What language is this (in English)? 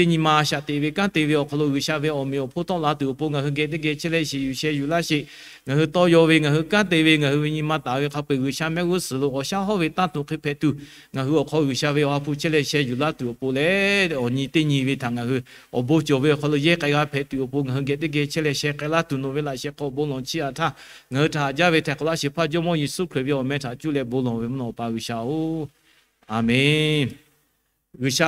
Lahu